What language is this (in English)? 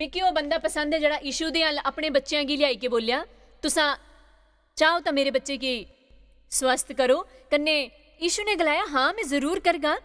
Dogri